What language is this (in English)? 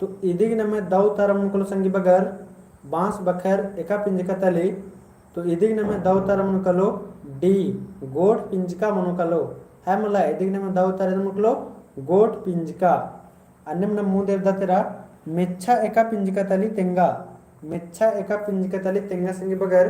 Kurukh